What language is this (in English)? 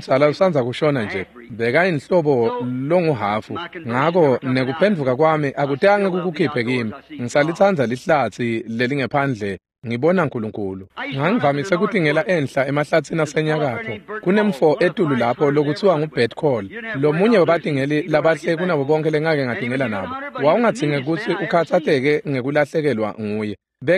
Swati